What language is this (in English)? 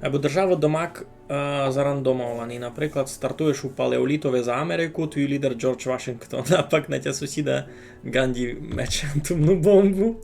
Rusyn